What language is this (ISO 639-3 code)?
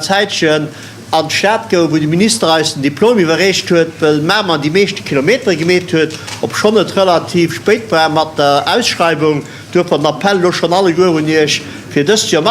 ltz